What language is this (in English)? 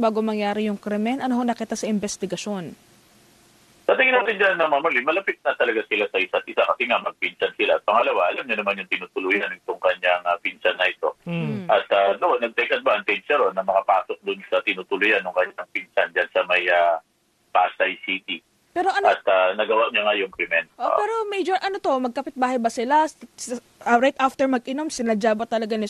Filipino